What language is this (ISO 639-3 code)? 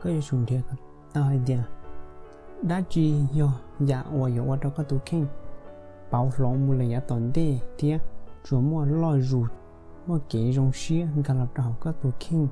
hmn